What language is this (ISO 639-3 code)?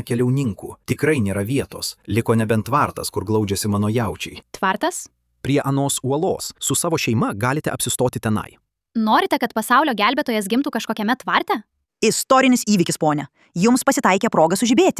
lit